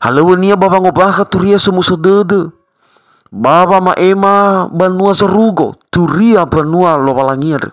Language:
Nias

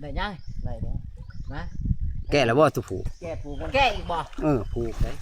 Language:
Lao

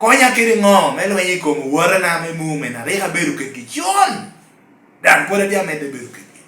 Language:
Lango (Uganda)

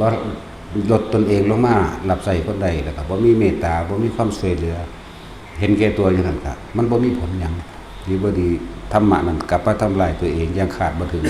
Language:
Northeastern Thai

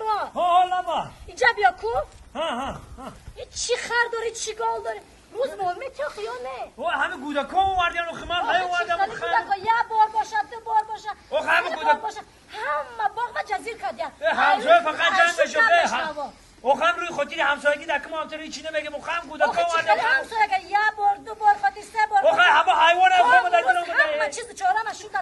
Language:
Tajik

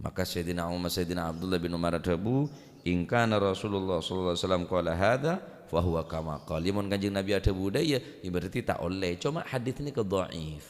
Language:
Madurese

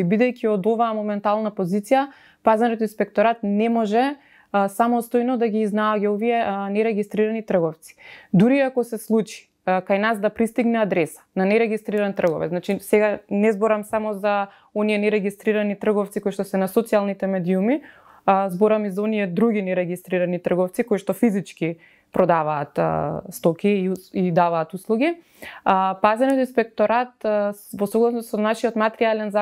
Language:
Macedonian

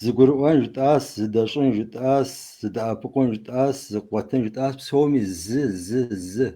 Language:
Kabardian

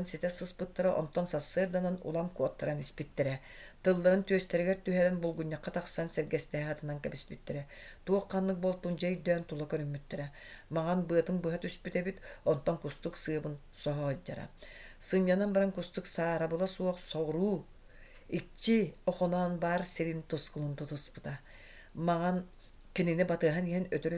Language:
Yakut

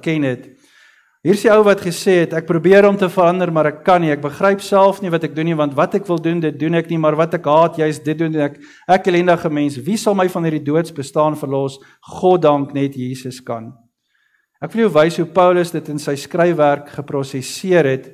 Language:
Afrikaans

